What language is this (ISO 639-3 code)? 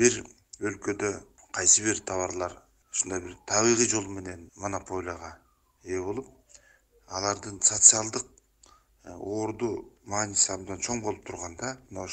kir